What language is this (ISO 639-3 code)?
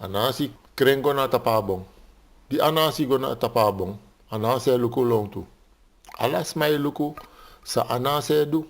srn